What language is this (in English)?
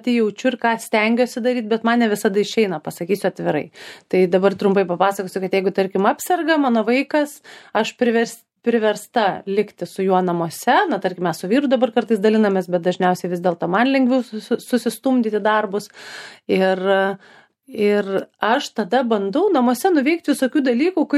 Lithuanian